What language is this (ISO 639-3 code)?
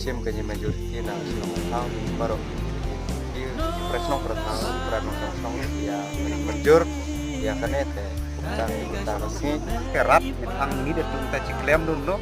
kha